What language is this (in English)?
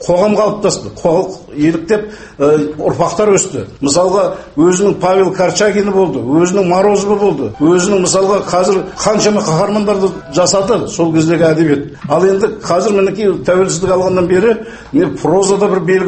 Kazakh